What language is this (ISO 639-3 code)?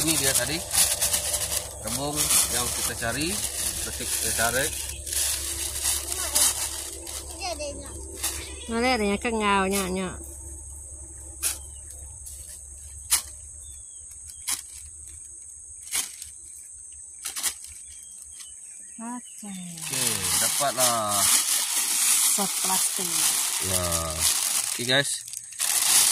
msa